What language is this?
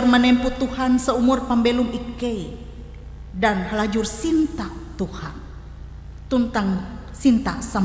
Ngaju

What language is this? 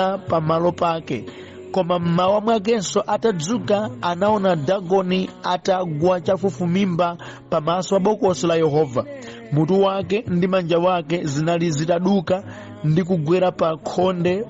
Nyanja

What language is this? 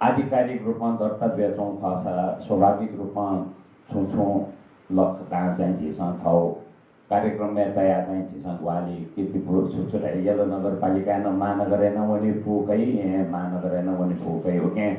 Newari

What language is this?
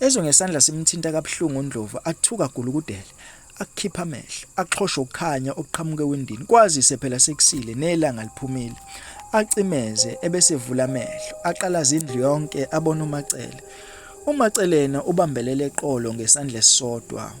Zulu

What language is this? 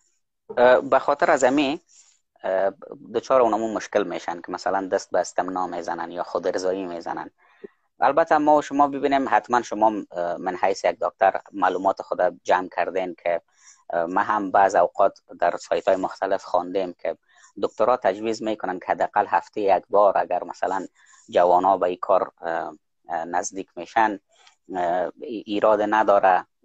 Persian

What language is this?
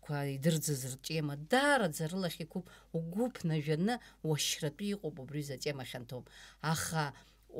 Abkhazian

